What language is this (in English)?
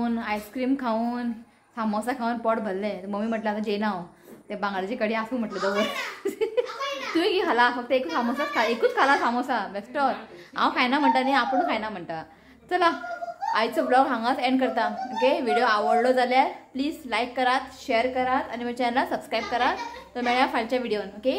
Konkani